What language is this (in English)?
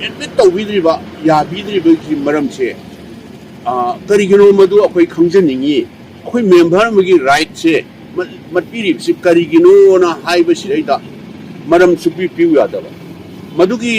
Manipuri